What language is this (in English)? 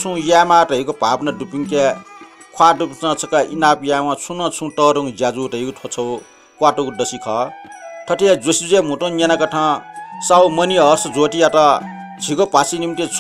Newari